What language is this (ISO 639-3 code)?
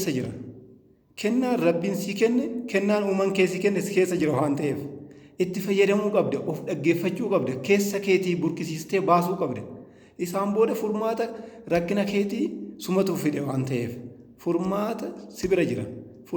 orm